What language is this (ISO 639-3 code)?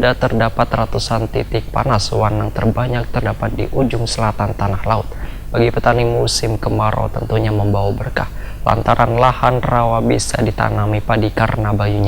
bjn